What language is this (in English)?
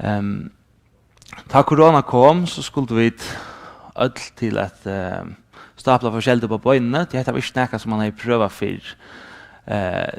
Faroese